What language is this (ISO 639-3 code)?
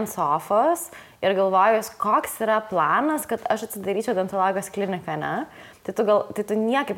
lit